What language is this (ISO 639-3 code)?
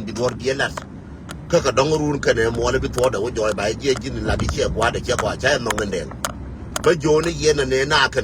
nus